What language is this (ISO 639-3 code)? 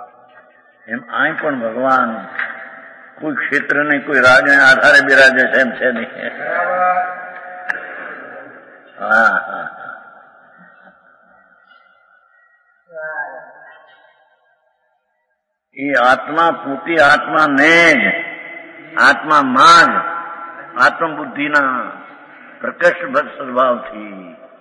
guj